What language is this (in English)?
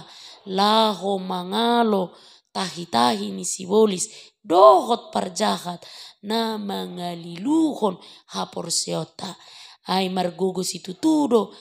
Batak Toba